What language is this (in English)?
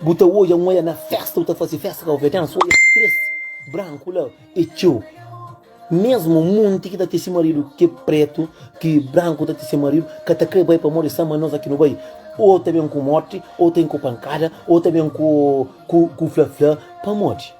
Kabuverdianu